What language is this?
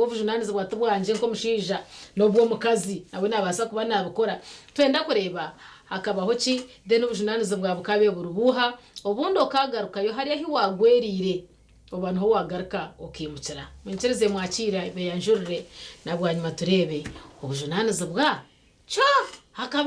Nyankole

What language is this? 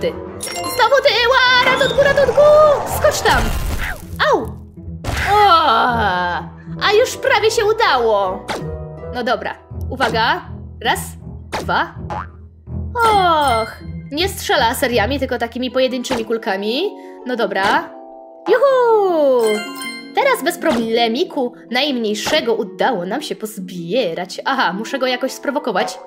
Polish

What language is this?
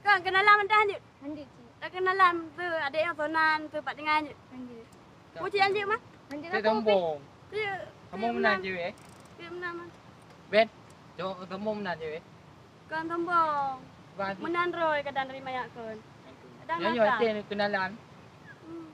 Achinese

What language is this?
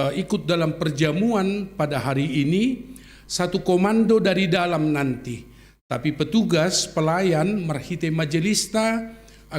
Batak Simalungun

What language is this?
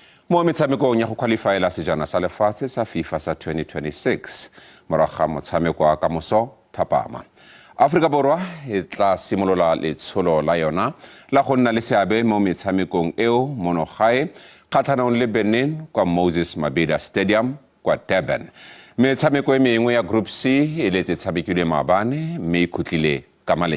Tswana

